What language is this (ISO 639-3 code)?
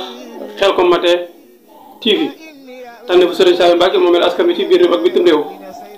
wol